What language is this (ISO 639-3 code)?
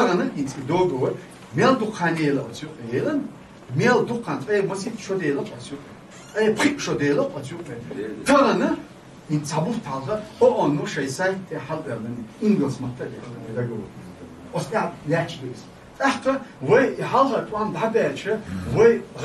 che